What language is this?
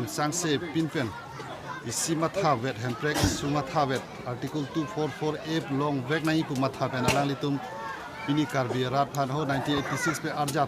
Karbi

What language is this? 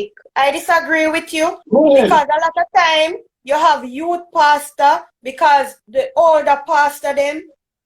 Jamaican Creole English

